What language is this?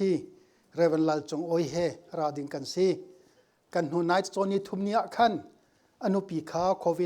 Hakha Chin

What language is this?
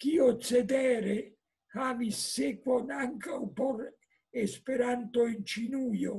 Esperanto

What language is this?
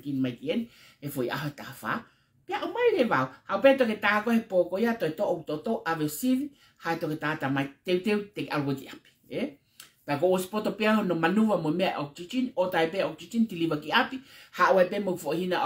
Tongan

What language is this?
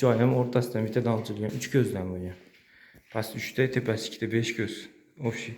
Uzbek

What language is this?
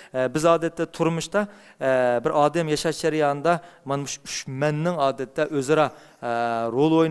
Uyghur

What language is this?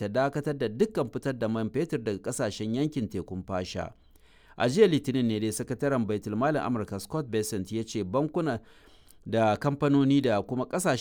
Hausa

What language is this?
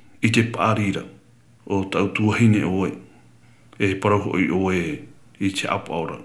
Tahitian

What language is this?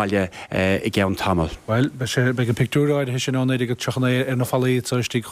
Irish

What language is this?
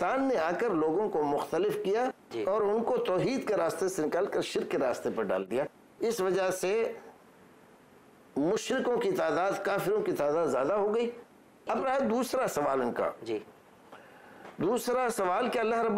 Urdu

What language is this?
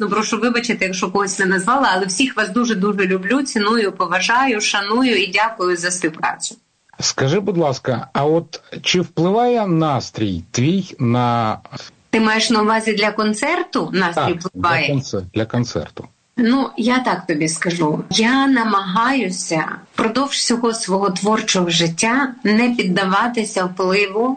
Ukrainian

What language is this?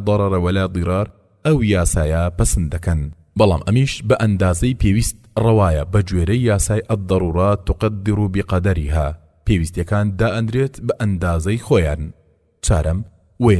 Central Kurdish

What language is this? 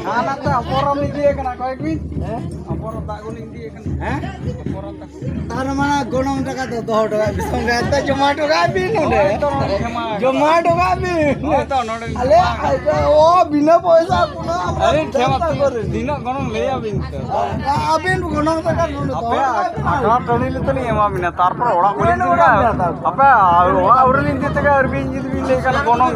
Santali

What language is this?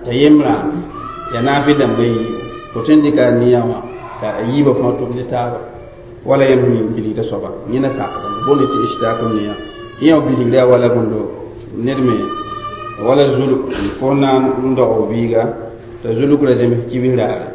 Mossi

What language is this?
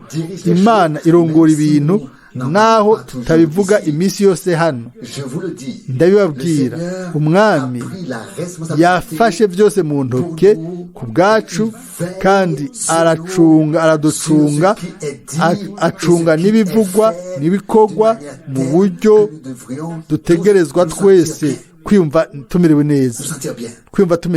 Rundi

